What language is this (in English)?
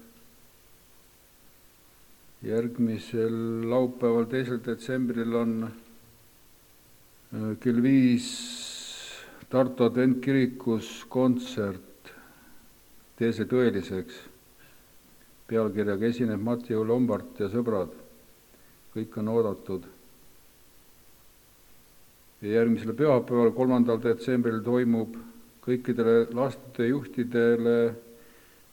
Estonian